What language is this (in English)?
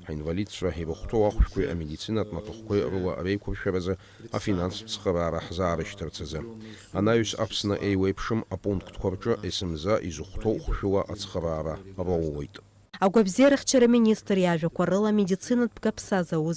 Abkhazian